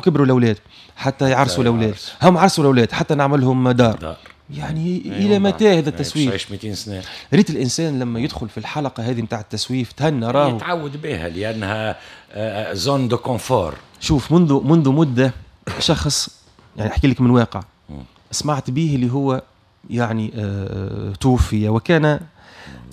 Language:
Tunisian Arabic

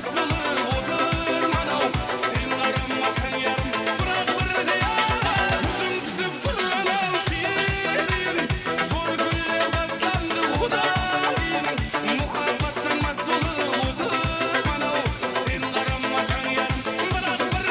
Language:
Kara-Kalpak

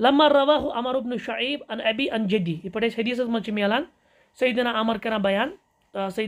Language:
Kashmiri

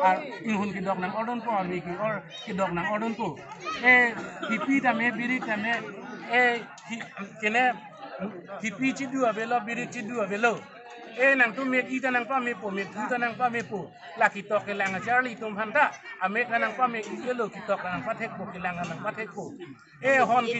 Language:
Karbi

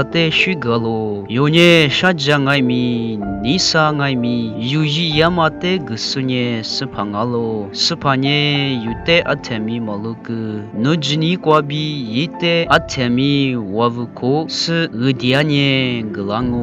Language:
Lisu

